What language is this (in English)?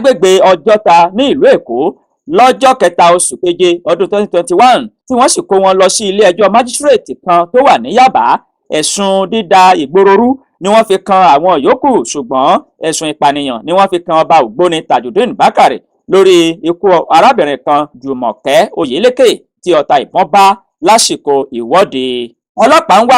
Yoruba